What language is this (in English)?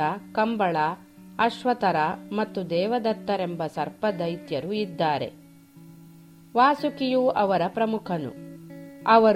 Kannada